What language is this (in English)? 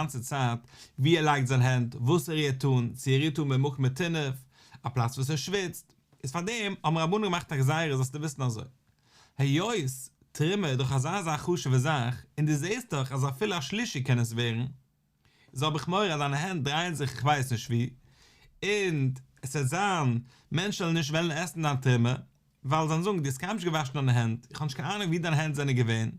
Yiddish